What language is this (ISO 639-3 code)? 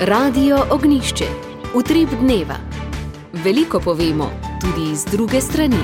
slv